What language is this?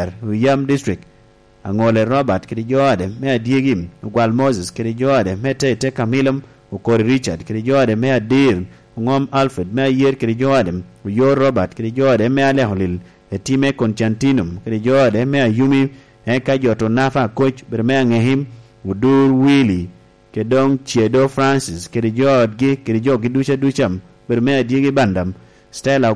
Lango (Uganda)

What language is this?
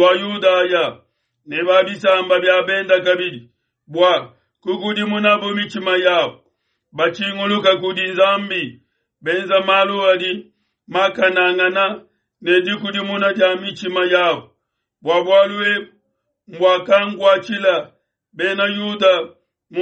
Luba-Lulua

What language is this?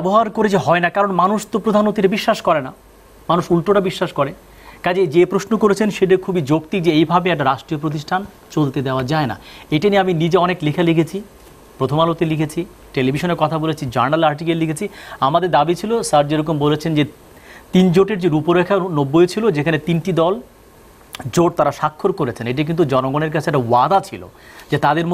Bangla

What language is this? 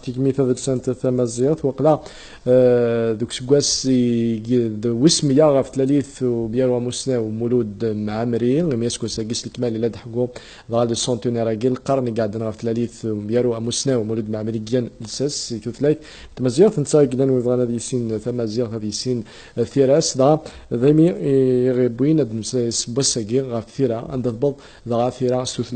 Kabyle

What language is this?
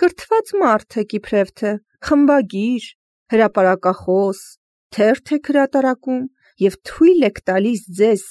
Armenian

